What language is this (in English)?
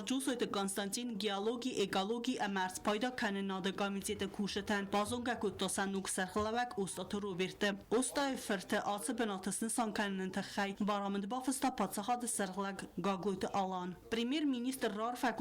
Ossetic